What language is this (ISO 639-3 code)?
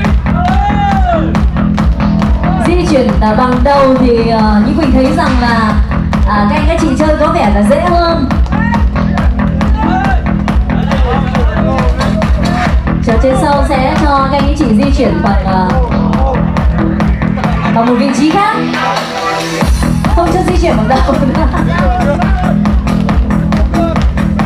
vie